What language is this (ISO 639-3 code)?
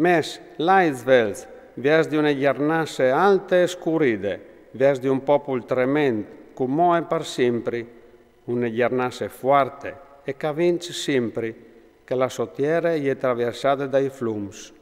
fur